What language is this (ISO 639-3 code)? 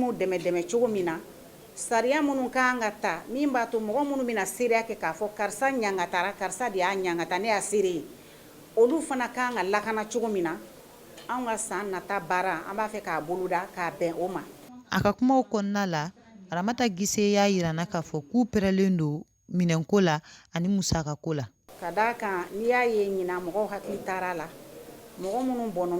bam